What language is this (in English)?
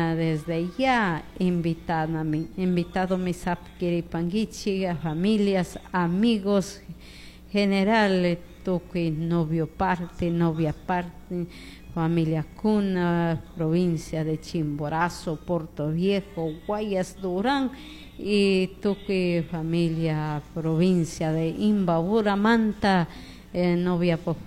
Chimborazo Highland Quichua